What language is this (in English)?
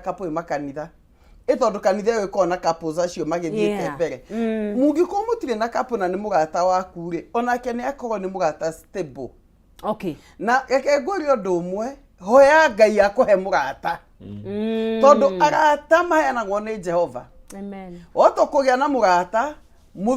Kikuyu